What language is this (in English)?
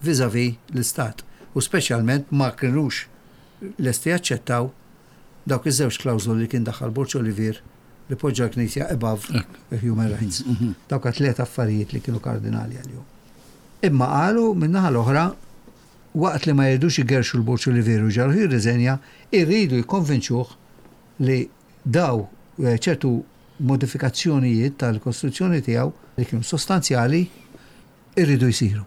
Maltese